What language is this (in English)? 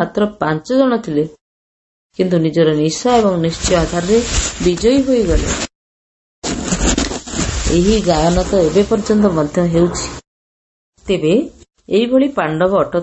Odia